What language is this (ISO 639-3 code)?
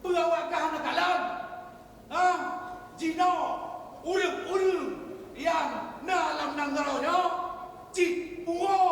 ace